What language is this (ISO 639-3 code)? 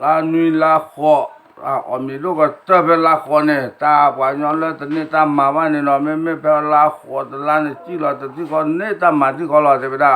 ksw